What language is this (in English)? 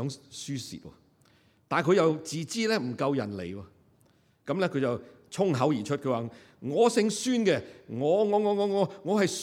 Cantonese